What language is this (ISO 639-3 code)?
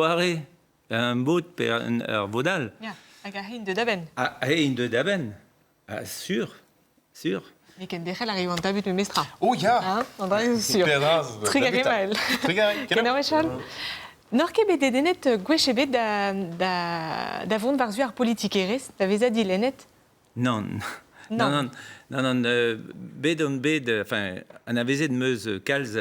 bre